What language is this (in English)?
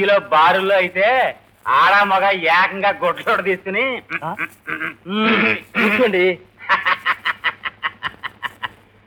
Telugu